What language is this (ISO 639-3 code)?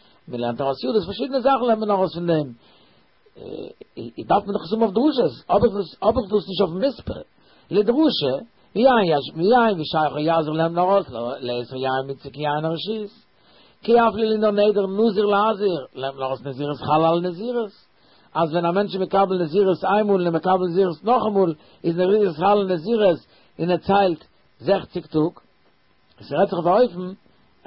yid